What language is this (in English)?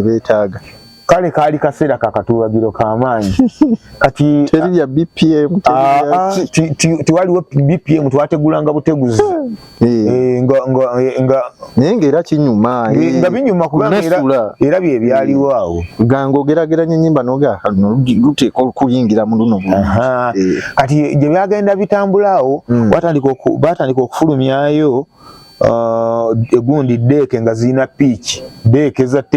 Ganda